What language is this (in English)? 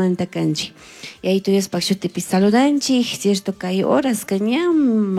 Chimborazo Highland Quichua